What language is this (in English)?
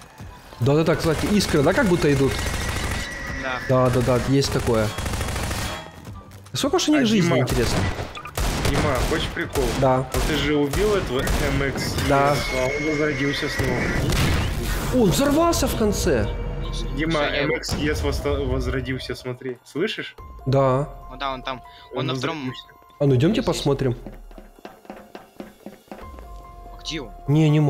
Russian